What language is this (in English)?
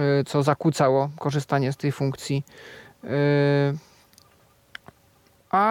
Polish